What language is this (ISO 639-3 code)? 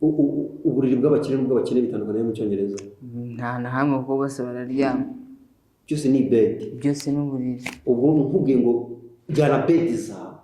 kin